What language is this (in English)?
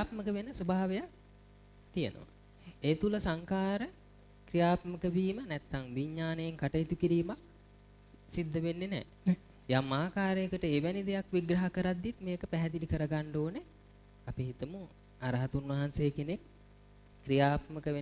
Sinhala